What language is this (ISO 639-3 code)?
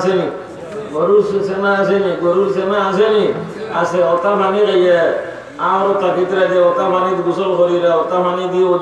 syl